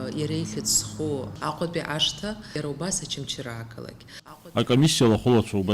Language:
Abkhazian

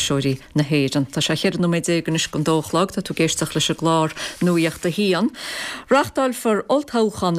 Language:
Irish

